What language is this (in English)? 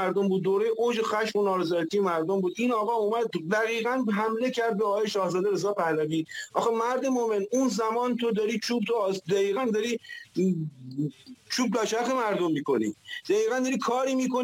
Persian